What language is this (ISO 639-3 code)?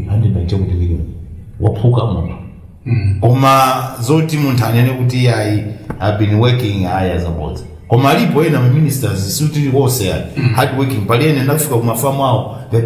nya